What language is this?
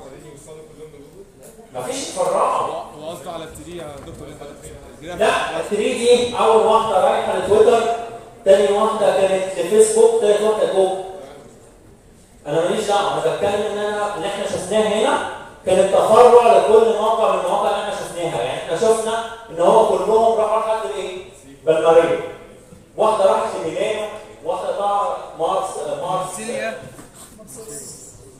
Egyptian Arabic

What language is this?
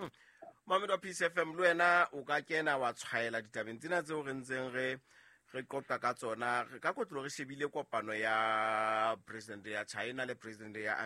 Southern Sotho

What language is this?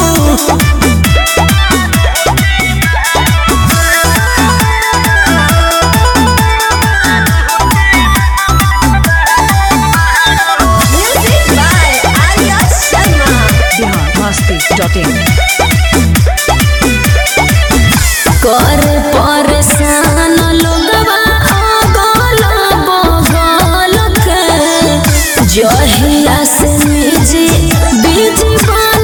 Bhojpuri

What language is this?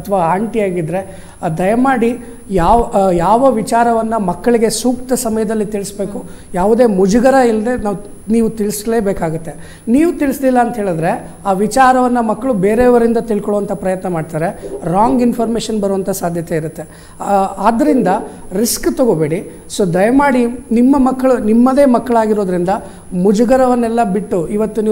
Kannada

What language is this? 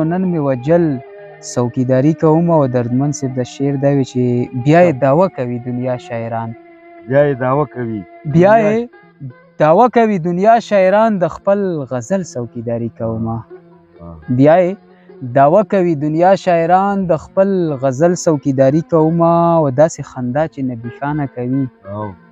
Pashto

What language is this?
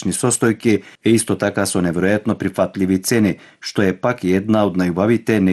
Macedonian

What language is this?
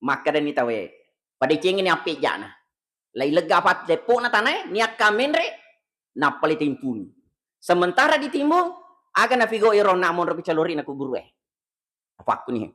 Buginese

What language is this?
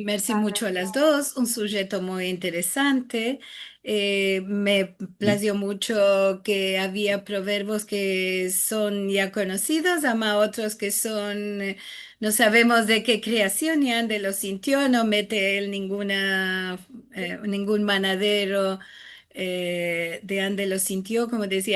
Ladino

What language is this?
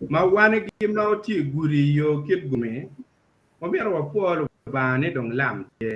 Acoli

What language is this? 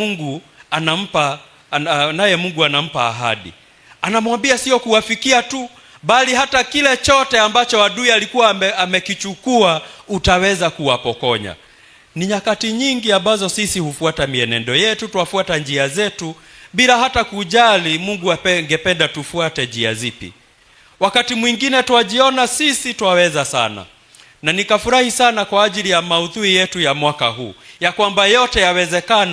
Swahili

